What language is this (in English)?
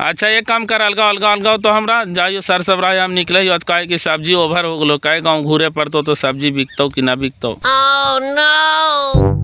Magahi